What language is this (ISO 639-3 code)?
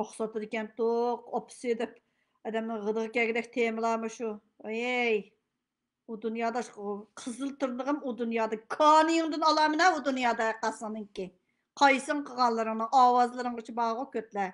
uig